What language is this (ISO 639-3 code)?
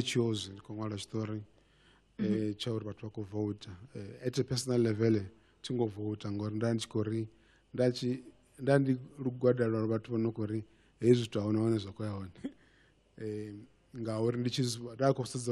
ven